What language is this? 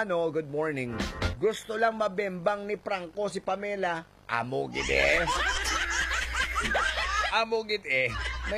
Hiligaynon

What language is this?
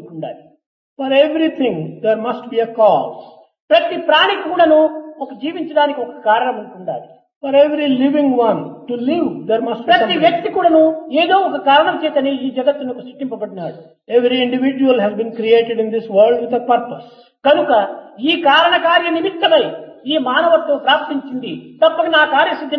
Telugu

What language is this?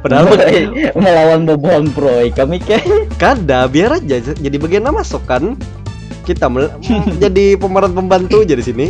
Banjar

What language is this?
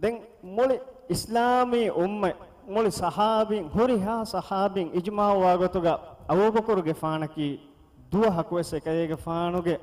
Divehi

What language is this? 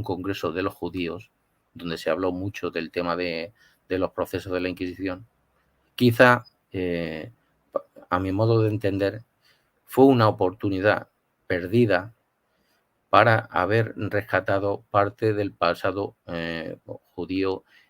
Ladino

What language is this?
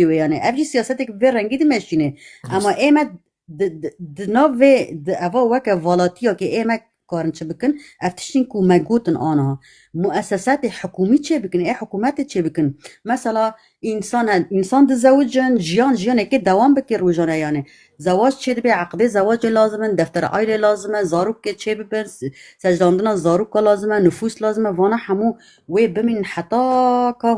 Kurdish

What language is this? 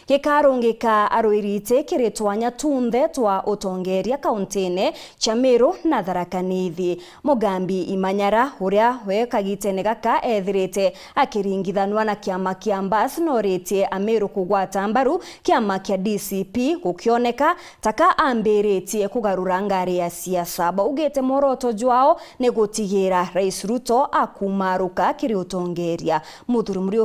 Meru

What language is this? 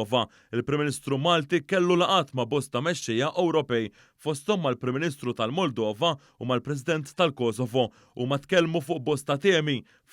Maltese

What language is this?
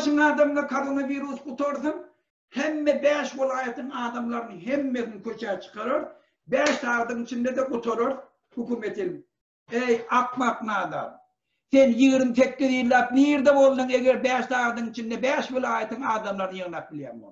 Turkmen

